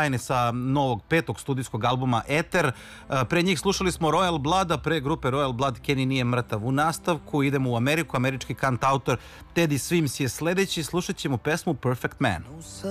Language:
Serbian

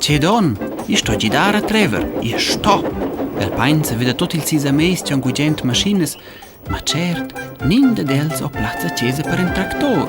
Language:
Romansh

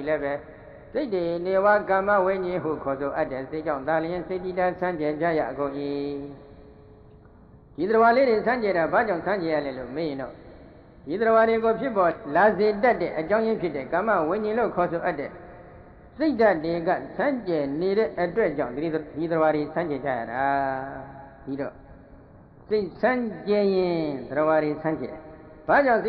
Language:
Burmese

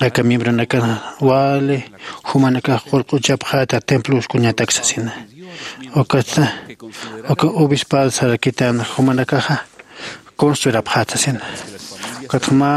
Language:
Aymara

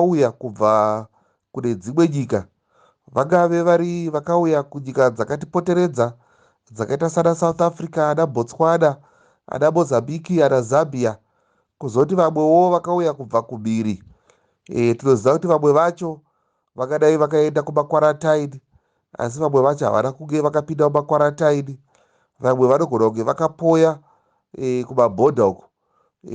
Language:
Shona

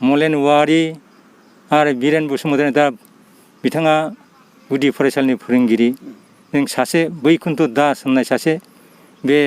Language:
Bodo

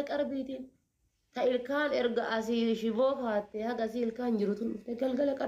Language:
Oromo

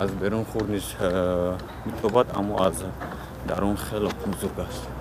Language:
Tajik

